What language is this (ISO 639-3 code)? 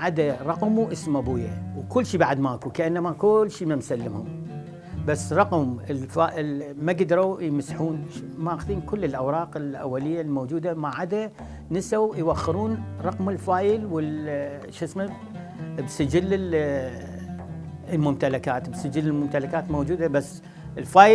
acm